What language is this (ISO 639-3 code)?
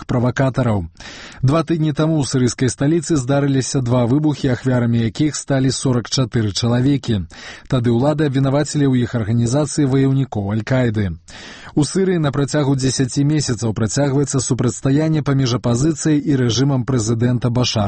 bel